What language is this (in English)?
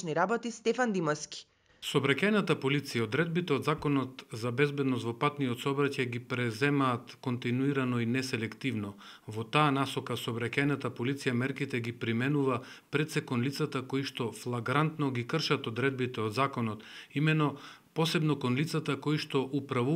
Macedonian